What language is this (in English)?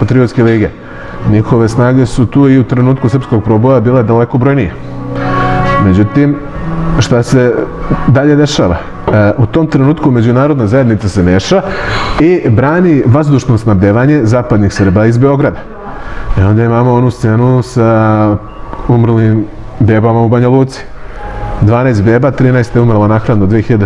Serbian